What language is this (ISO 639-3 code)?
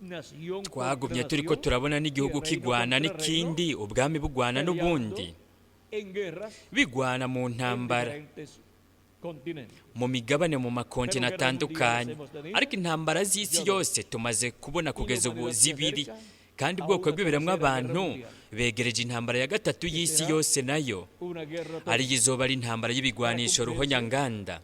run